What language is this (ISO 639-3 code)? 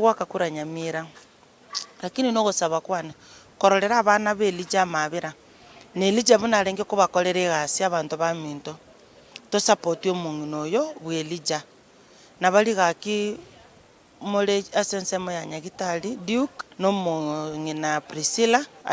guz